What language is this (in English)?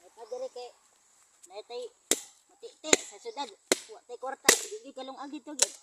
Cebuano